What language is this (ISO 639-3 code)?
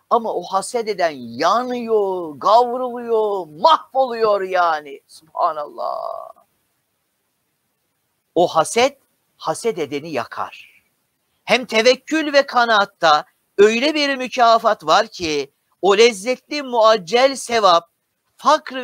tur